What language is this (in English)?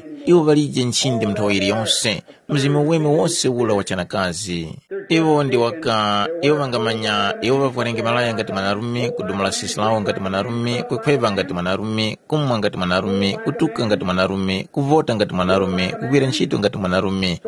Tumbuka